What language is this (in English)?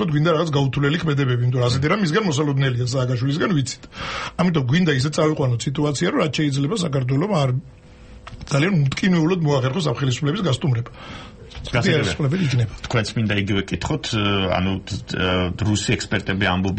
Georgian